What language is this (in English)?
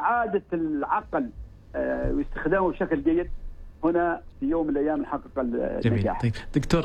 Arabic